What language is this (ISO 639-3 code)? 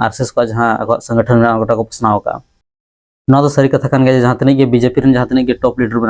sat